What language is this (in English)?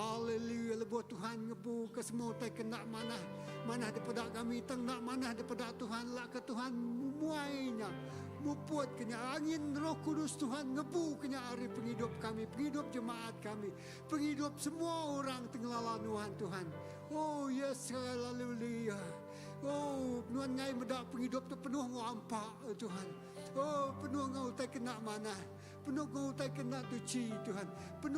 Iban